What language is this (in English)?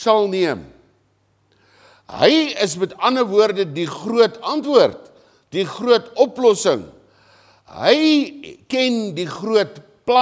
Afrikaans